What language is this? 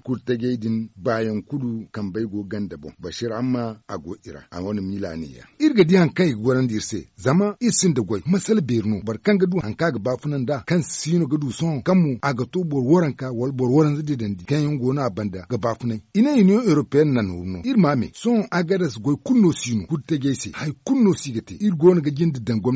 Zarma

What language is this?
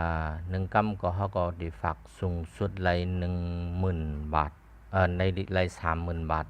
Shan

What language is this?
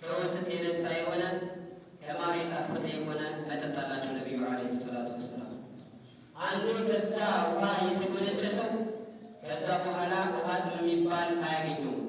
Amharic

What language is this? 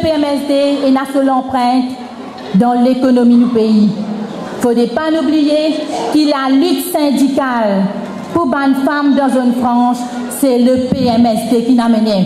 Morisyen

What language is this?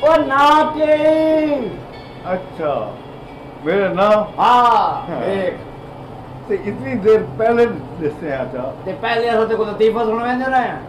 Saraiki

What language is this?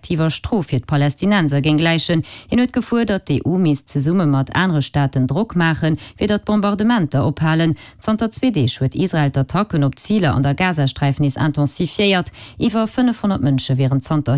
Luxembourgish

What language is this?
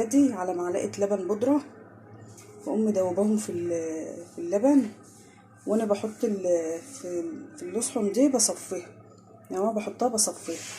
Egyptian Arabic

